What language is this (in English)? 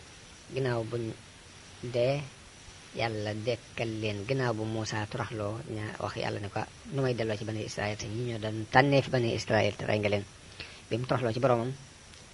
Wolof